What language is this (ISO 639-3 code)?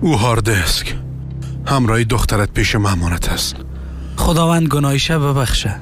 fas